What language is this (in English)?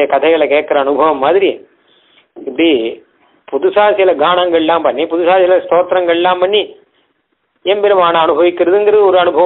Tamil